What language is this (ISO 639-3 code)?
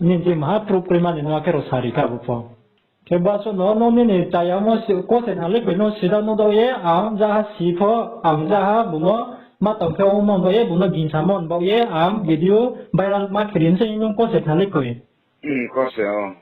ria